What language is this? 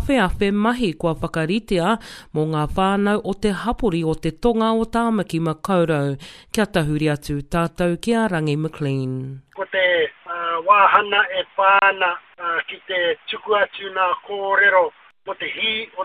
Māori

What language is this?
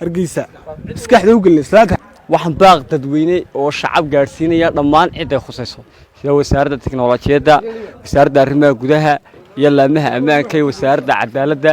Somali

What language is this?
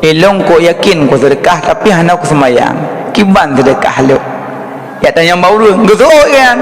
Achinese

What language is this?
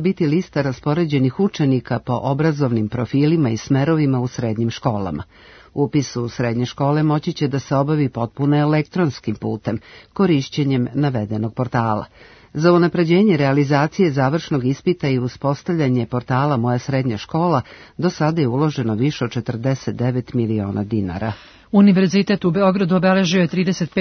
Serbian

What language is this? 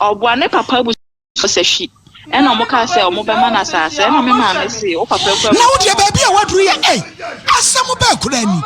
Akan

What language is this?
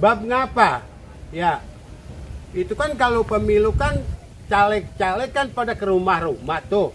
Betawi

